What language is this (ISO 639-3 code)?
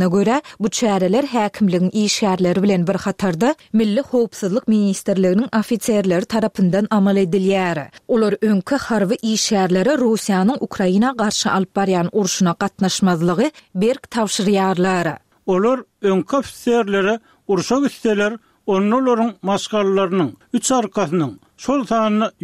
tuk